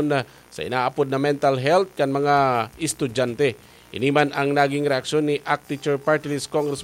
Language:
Bikol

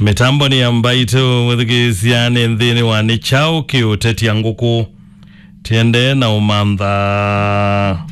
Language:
Kamba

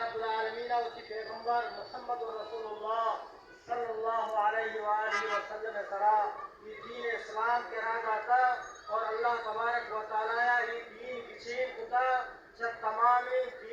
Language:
Baluchi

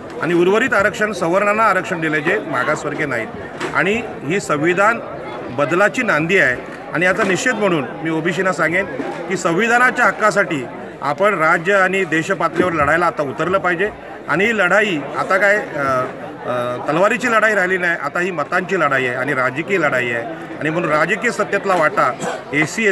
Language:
Marathi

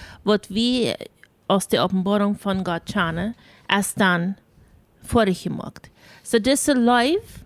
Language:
Plautdietsch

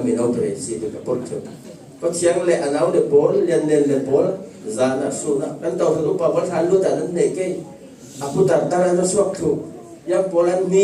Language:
Falam Chin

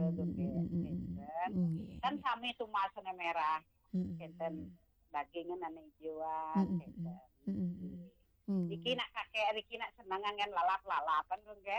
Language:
Balinese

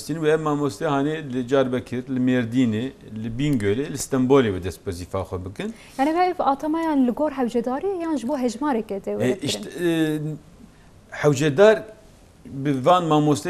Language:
Kurdish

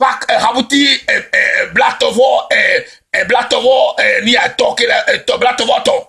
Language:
Ewe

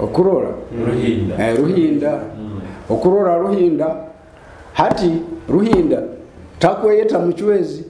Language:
Nyoro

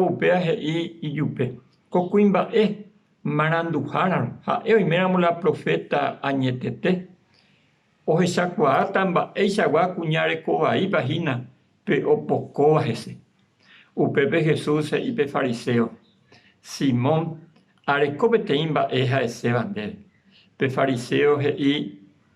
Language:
Guarani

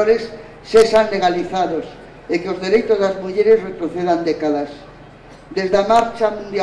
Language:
Galician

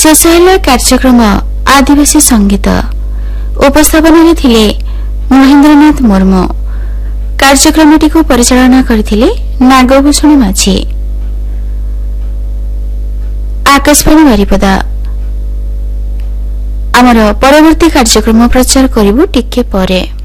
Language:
Odia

